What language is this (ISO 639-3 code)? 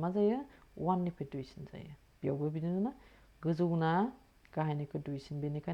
brx